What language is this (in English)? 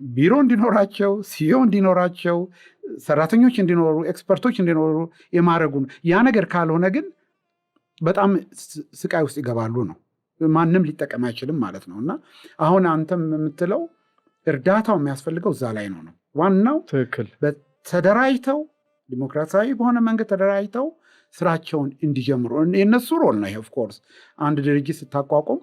Amharic